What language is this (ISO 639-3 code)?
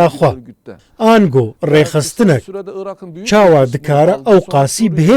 kur